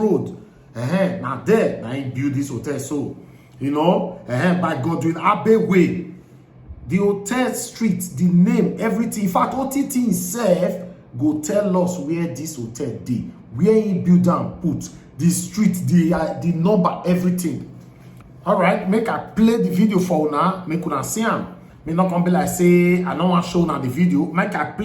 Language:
Nigerian Pidgin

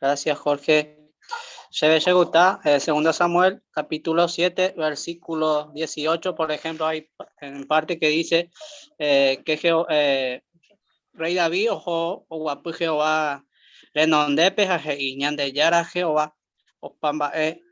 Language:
Guarani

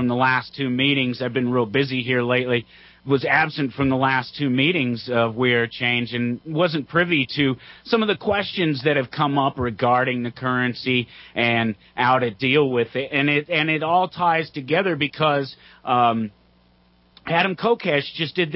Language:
English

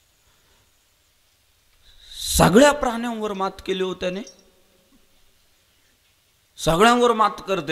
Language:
Marathi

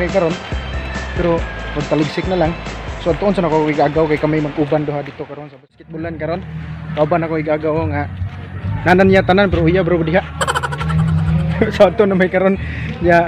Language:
Cebuano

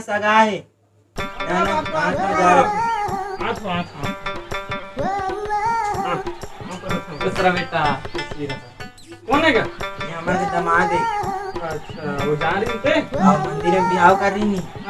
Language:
Chhattisgarhi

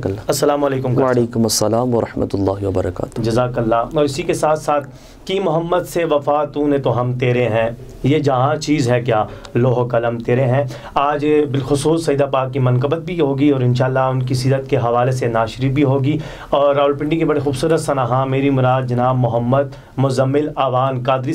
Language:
Urdu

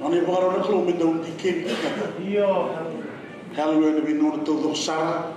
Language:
Fijian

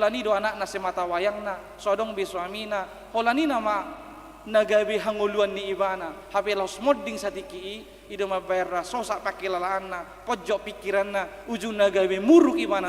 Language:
Batak Toba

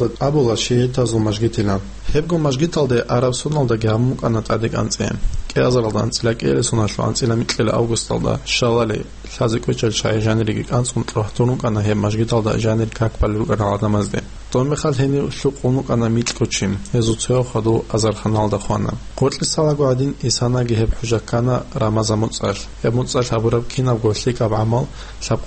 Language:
Avaric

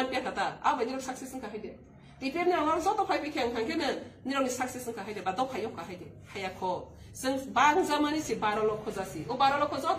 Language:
Riang (India)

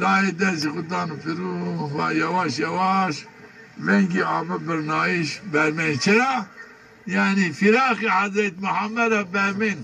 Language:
Zaza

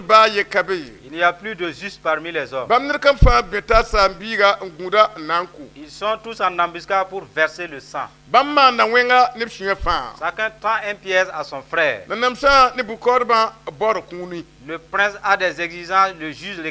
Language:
Mossi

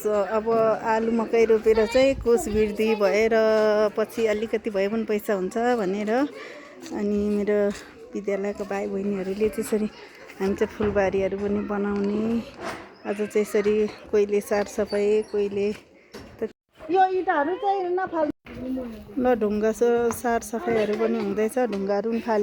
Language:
Nepali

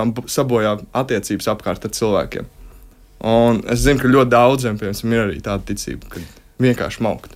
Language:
Latvian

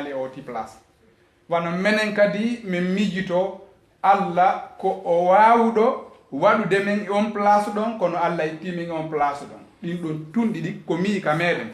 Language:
Fula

